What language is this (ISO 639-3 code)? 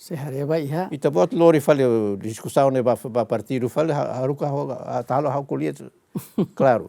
tet